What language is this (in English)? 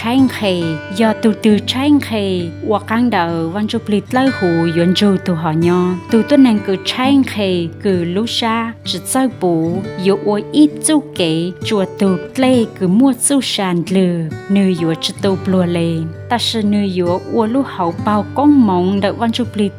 Hmong